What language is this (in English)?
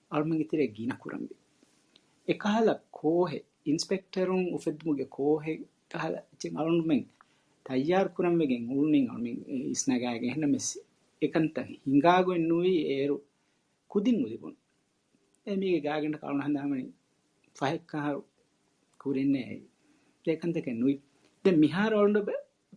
Divehi